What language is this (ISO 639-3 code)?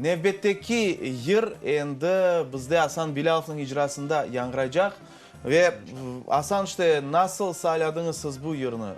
crh